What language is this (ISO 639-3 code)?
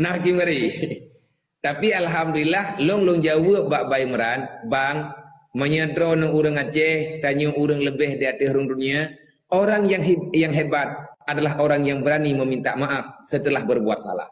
ace